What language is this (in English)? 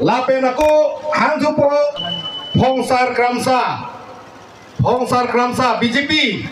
Karbi